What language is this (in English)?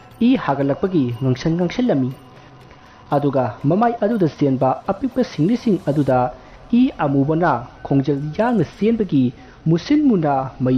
Manipuri